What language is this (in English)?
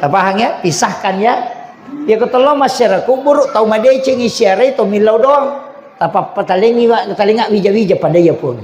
Buginese